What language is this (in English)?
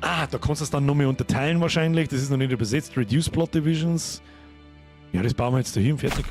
Bavarian